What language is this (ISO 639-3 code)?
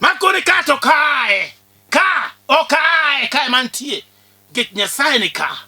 luo